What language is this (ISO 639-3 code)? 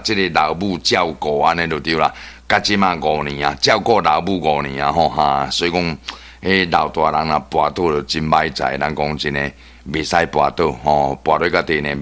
nan